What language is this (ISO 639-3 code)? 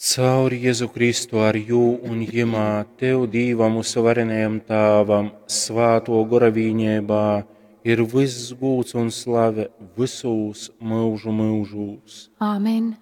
ltg